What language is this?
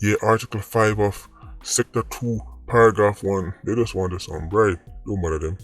Jamaican Creole English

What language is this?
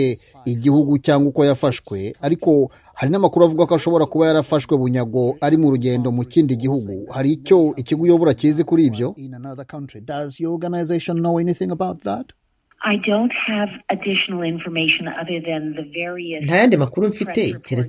Kinyarwanda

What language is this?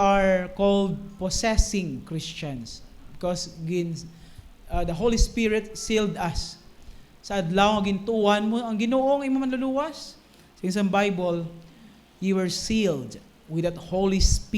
Hiligaynon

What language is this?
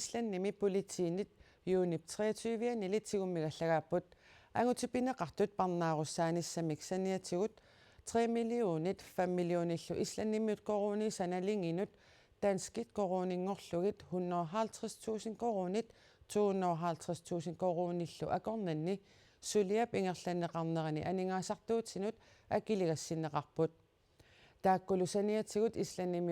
Kalaallisut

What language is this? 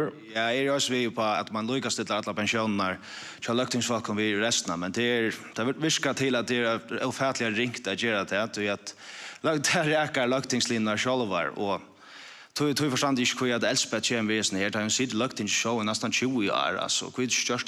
Faroese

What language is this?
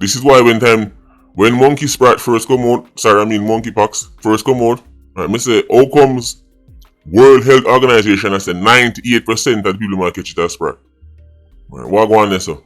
Jamaican Creole English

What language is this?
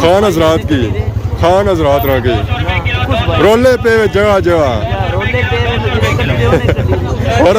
Pahari-Potwari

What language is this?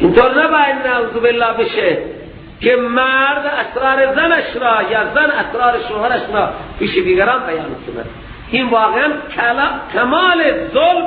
Persian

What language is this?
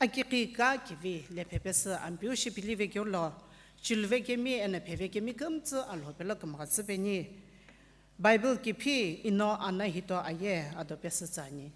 Sumi Naga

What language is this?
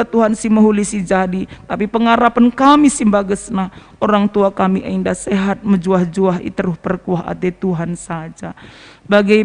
Batak Karo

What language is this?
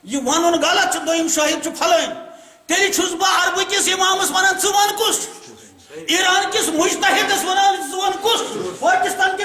Kashmiri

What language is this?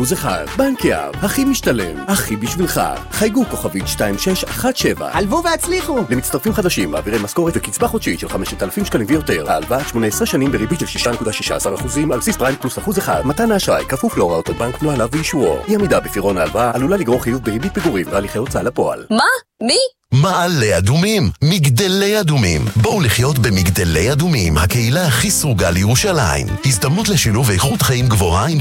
Hebrew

